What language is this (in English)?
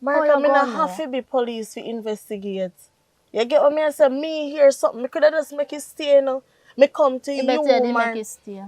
Jamaican Creole English